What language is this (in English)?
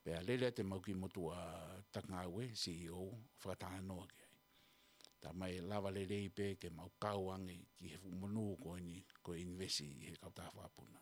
Tongan